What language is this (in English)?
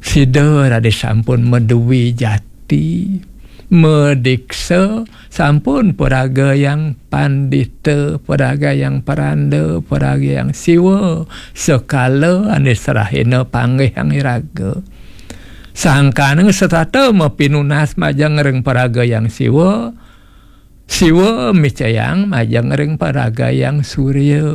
Balinese